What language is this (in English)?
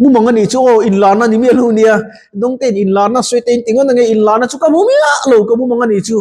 Mizo